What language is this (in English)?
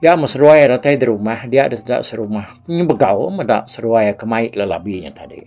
Iban